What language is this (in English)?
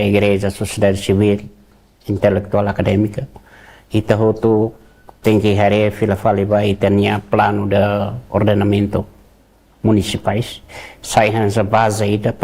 Tetum